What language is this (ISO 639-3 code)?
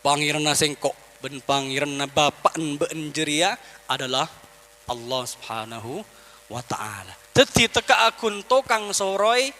mad